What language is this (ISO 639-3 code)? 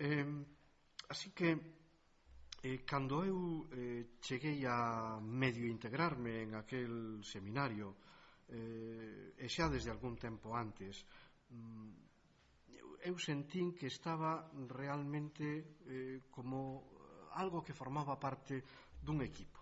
glg